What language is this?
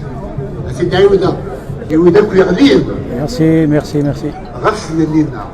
Kabyle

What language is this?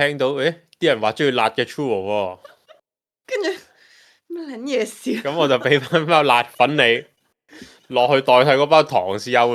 Cantonese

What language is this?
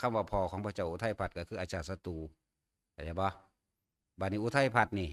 Northeastern Thai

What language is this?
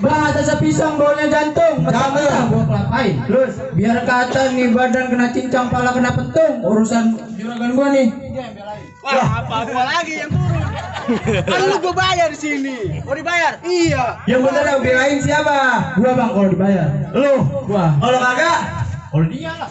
Betawi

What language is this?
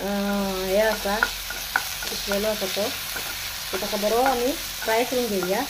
Konkani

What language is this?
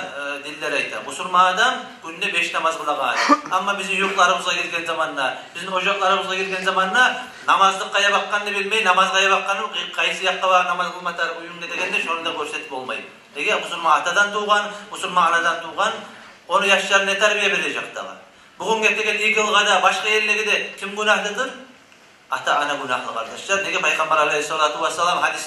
Kumyk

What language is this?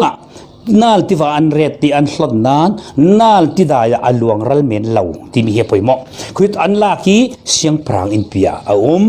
Falam Chin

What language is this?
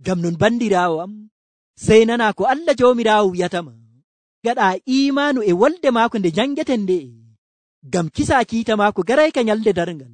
Nigerian Fulfulde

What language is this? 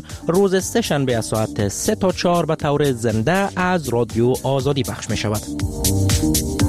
Persian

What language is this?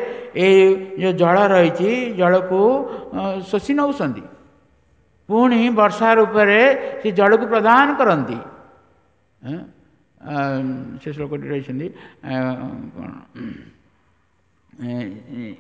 Odia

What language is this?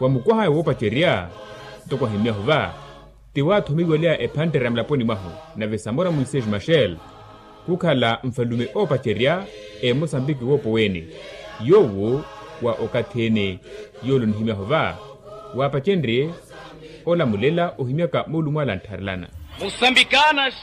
Makhuwa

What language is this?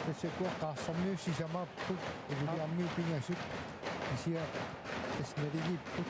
Kalaallisut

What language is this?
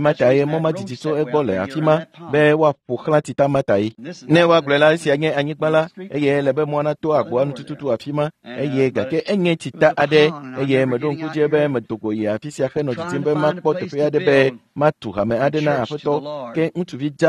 Ewe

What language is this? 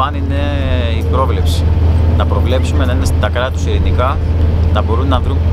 Greek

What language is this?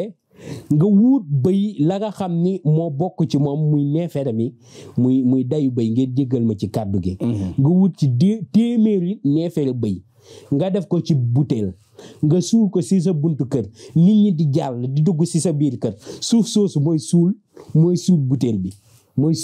Wolof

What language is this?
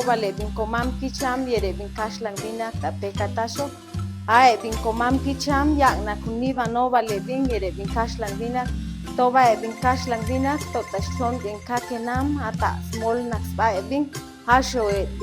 Chuj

